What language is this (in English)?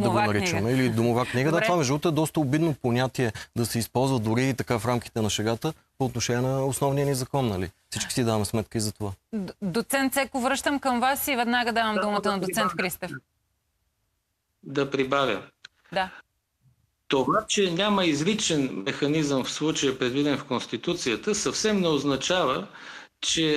Bulgarian